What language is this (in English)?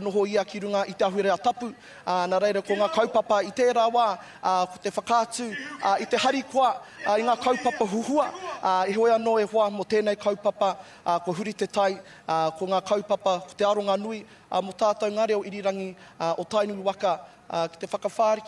Māori